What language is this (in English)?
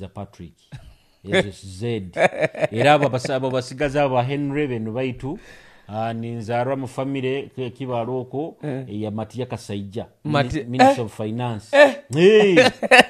Nyoro